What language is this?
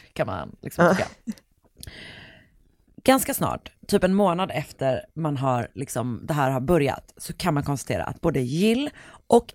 Swedish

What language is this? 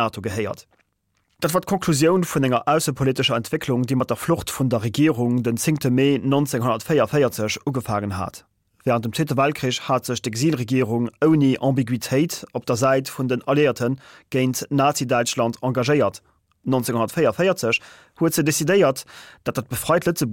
Luxembourgish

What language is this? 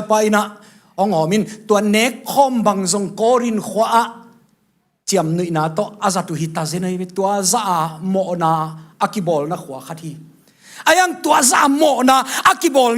Tedim Chin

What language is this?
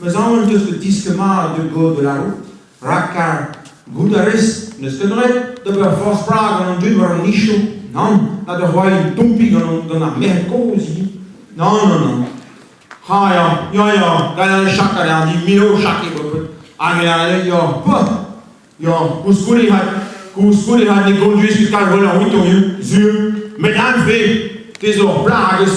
Breton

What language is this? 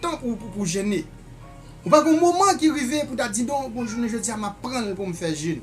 Haitian Creole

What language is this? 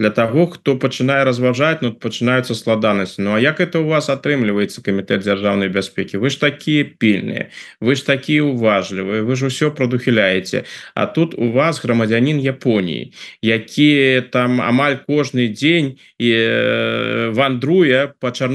Belarusian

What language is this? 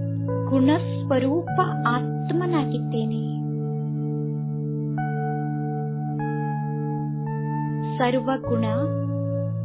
Kannada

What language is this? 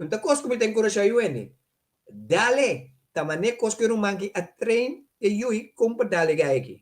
Papiamento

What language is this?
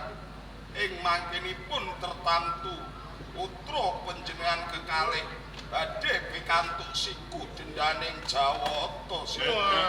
Javanese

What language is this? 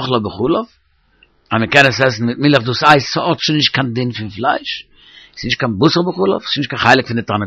Yiddish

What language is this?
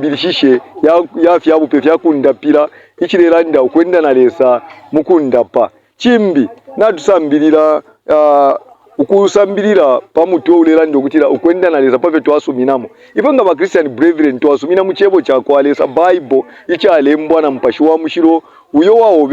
Bemba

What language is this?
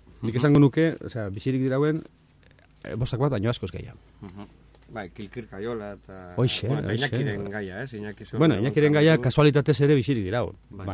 Basque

